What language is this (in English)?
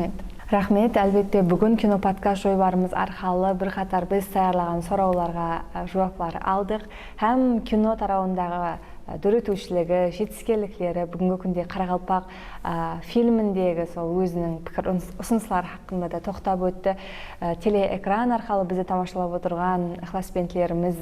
Kara-Kalpak